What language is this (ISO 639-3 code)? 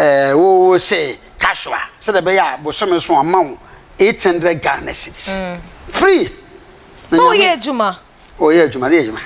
aka